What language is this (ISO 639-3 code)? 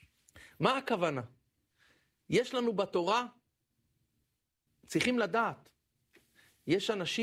heb